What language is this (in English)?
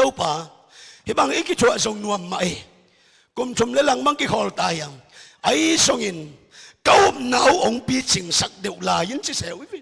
Tedim Chin